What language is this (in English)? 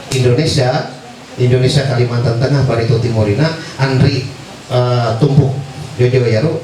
Ma'anyan